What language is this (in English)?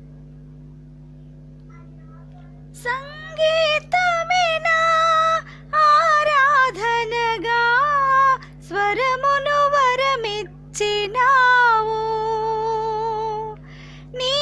Telugu